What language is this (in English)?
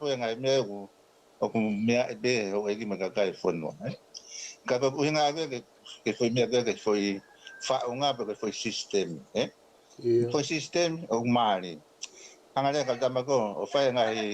Tongan